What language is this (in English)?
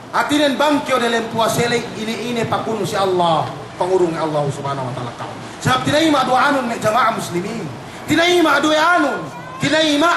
Yakan